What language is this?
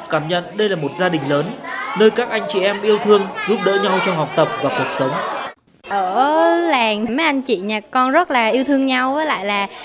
Vietnamese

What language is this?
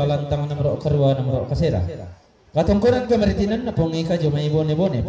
Toraja-Sa'dan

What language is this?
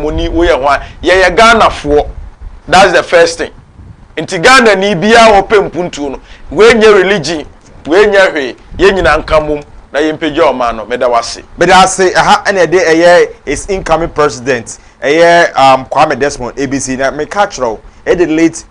Akan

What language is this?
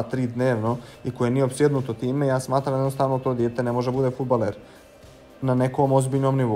Bosnian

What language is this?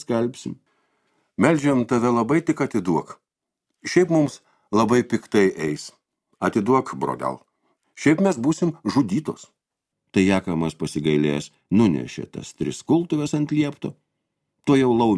Lithuanian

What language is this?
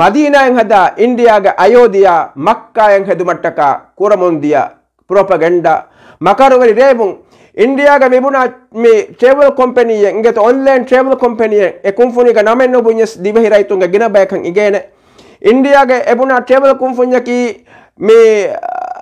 Divehi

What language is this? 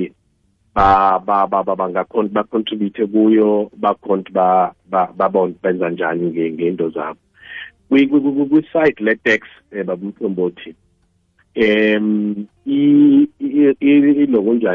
South Ndebele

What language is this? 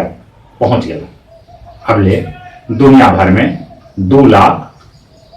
Magahi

